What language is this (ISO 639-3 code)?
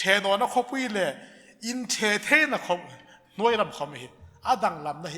hmr